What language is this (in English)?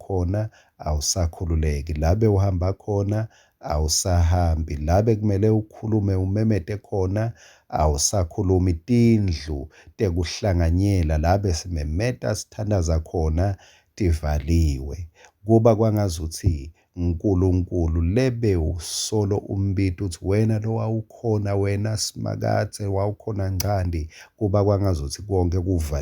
Swati